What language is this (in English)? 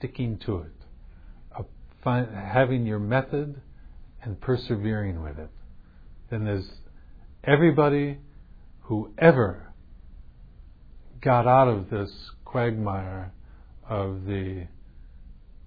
English